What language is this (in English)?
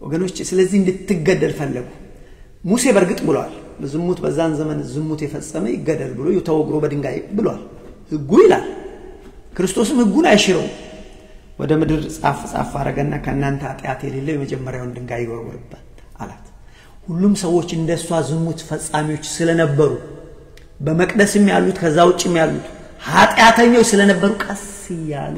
Amharic